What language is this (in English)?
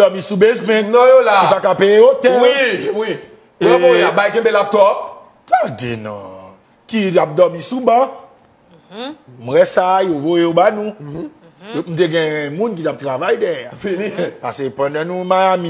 Haitian Creole